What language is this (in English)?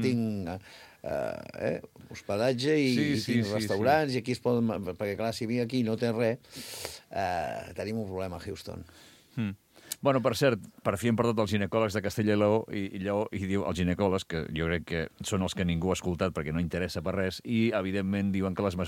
Catalan